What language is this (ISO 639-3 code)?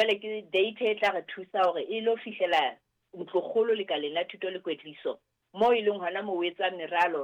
sot